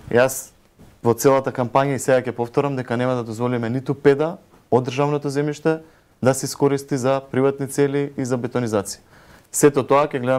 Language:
Macedonian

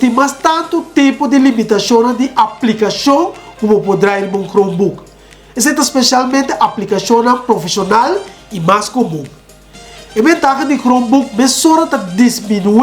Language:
Papiamento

